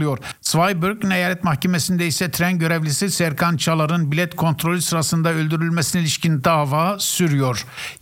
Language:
Turkish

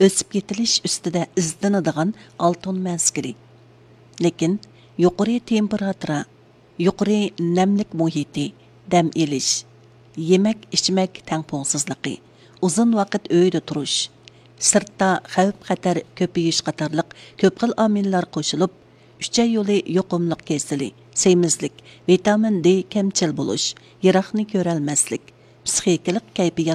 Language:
Uyghur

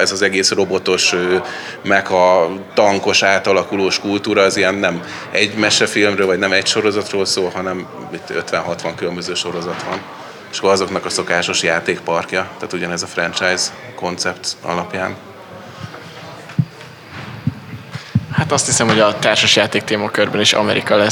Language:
Hungarian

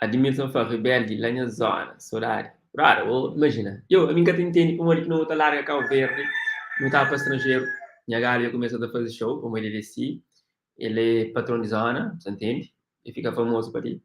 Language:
Kabuverdianu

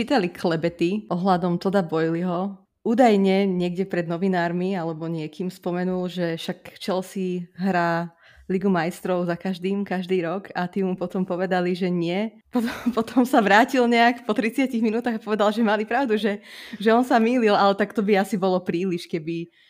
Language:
Slovak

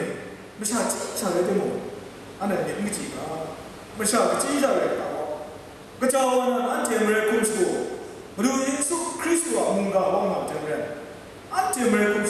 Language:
Kachin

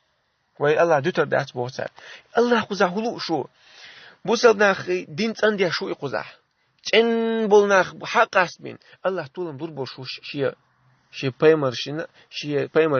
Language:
Chechen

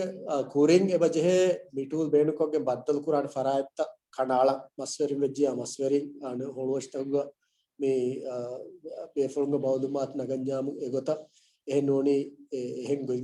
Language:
Divehi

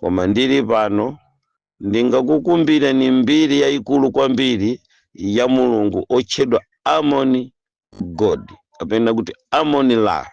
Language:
Nyanja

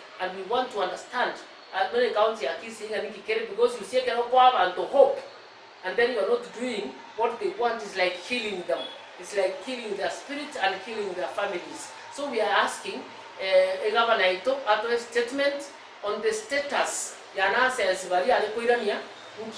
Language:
Gusii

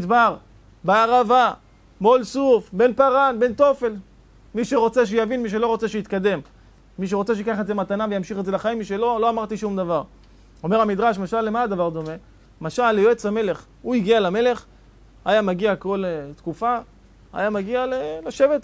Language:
Hebrew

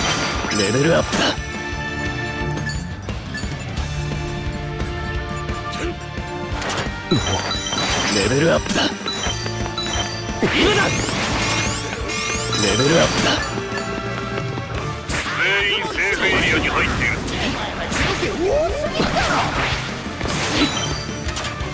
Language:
Japanese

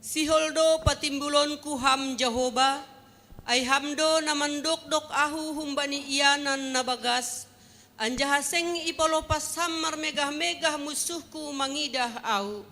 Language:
Batak Simalungun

